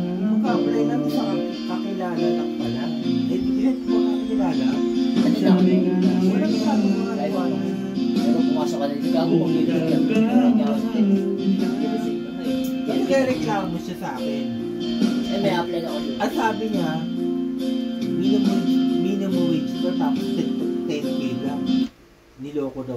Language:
Filipino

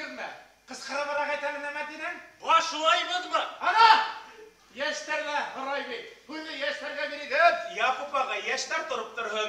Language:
Bashkir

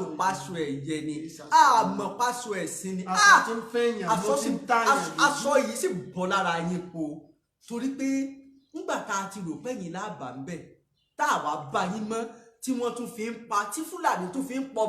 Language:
Yoruba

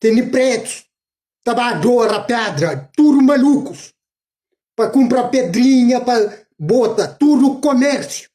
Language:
Kabuverdianu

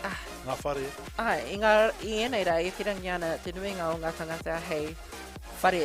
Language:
Māori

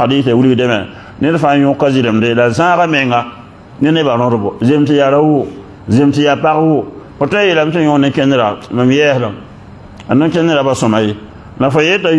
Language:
Mossi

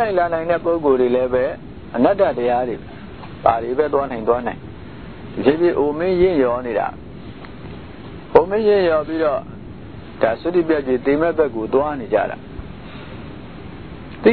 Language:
Burmese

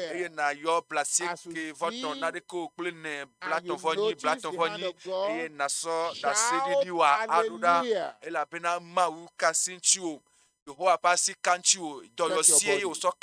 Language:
Ewe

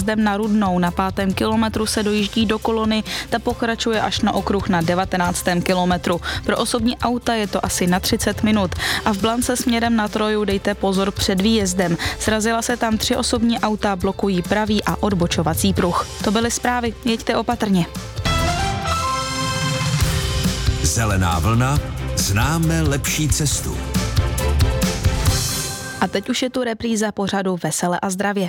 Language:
Czech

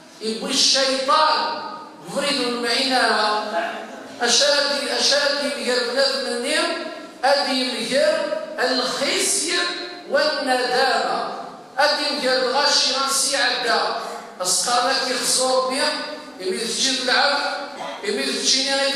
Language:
Kabyle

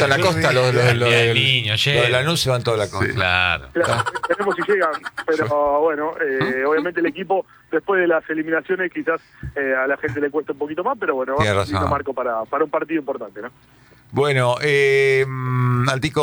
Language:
Spanish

